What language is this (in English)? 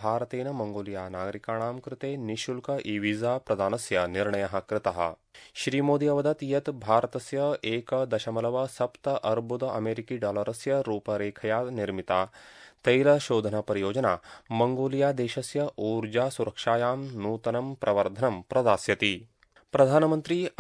Sanskrit